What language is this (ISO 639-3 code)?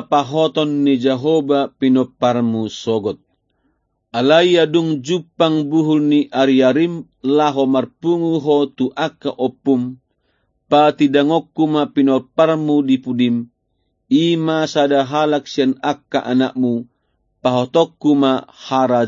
bbc